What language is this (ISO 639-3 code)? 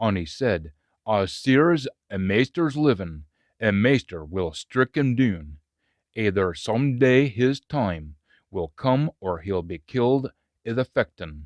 sco